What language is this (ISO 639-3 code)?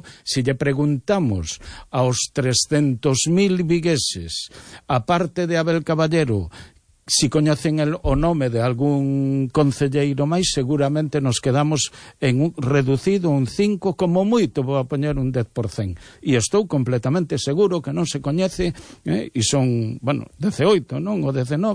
glg